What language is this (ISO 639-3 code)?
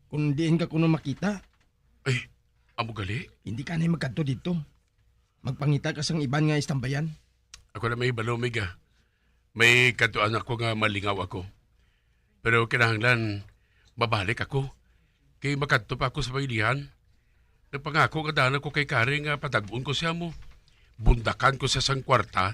hil